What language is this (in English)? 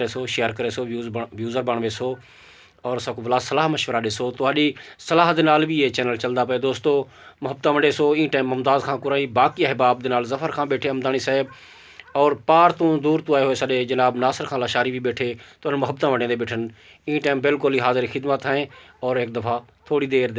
Saraiki